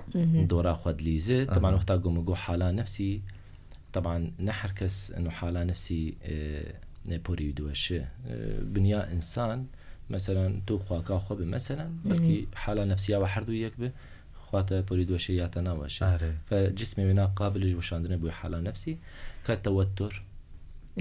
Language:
Kurdish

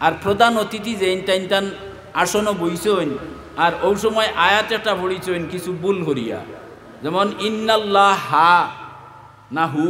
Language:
Sylheti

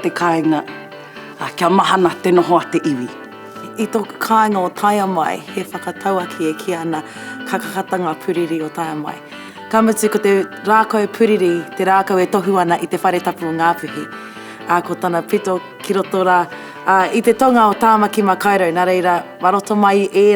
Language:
Māori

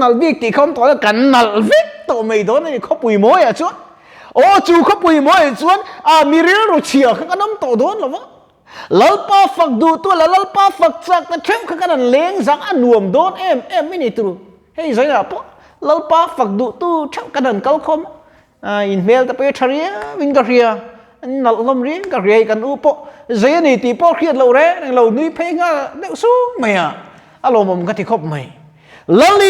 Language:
Mizo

